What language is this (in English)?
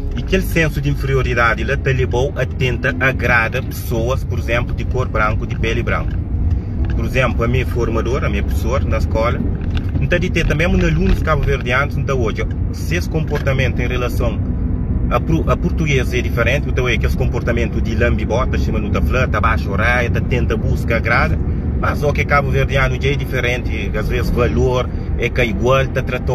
Kabuverdianu